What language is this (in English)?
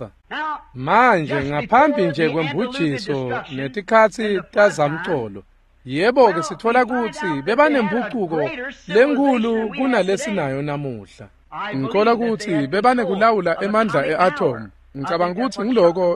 Swati